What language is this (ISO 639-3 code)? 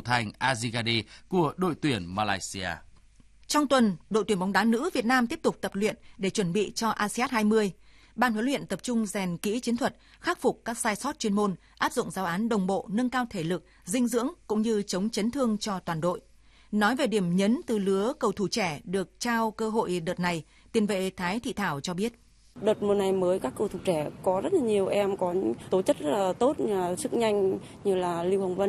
vie